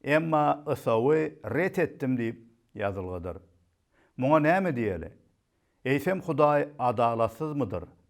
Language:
Turkmen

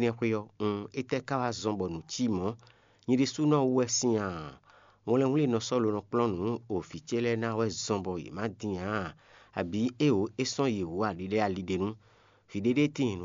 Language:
Fon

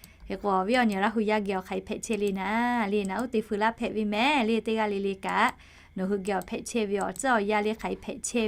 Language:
Lahu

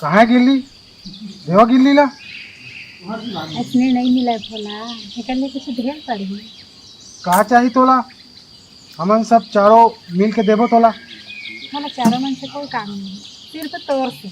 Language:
Chhattisgarhi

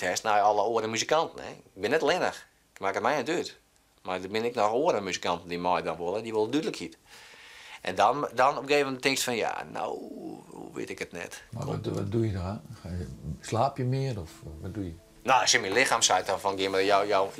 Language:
Western Frisian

